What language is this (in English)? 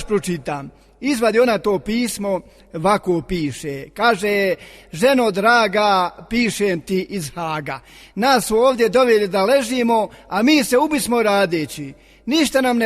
Bosnian